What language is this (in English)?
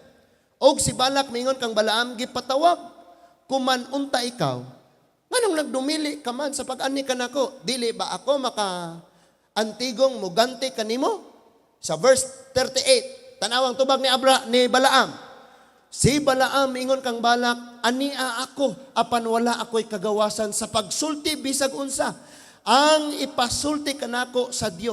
Cebuano